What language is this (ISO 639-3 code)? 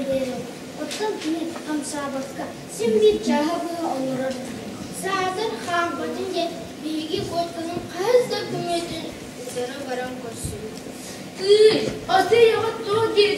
sah